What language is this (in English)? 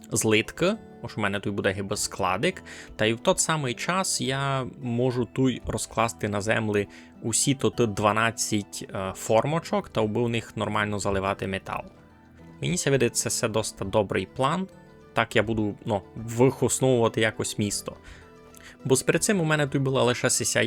Rusyn